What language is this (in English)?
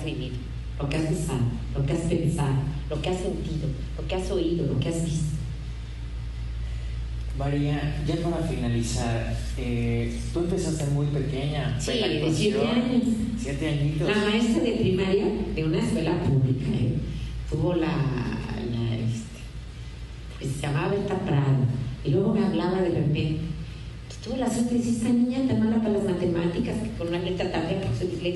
Spanish